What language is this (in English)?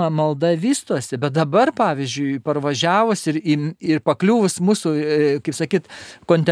Lithuanian